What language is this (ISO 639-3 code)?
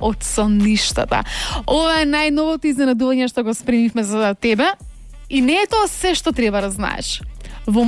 mkd